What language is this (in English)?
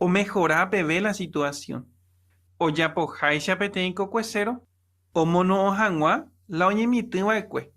Guarani